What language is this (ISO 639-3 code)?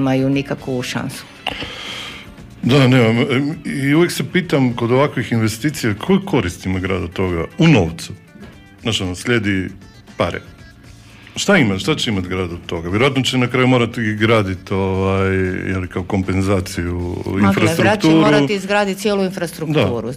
hrv